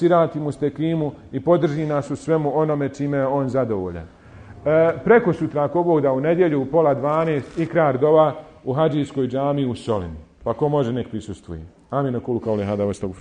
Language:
Bosnian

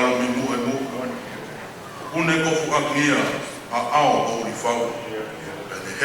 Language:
Tongan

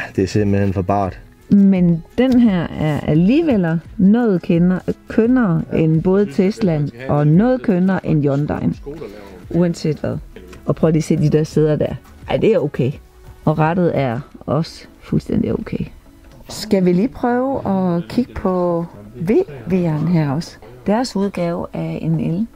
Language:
Danish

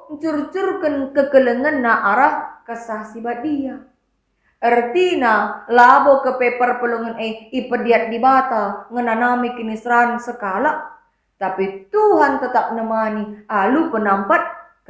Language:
Batak Karo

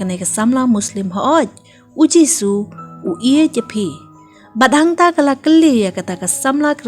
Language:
Khasi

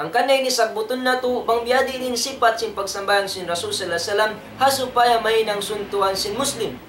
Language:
Tausug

